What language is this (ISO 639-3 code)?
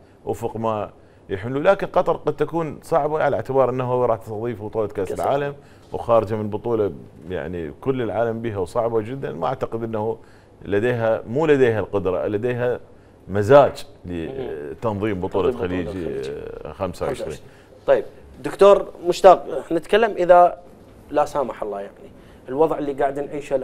acm